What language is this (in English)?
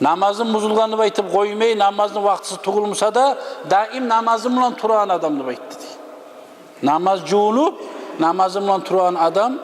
Kumyk